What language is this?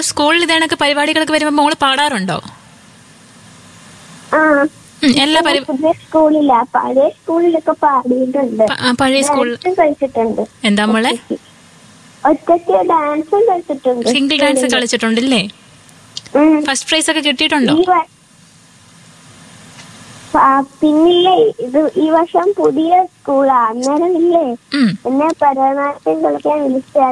Malayalam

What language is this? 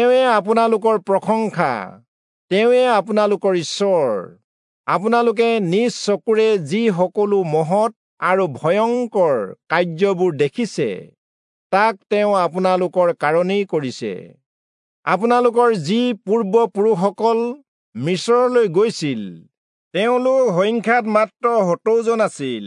Assamese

